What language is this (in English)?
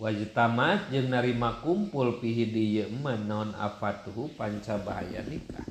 Sundanese